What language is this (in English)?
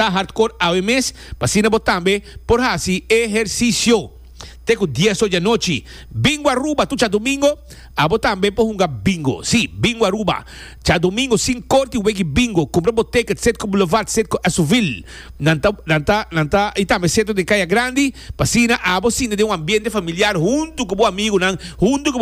Papiamento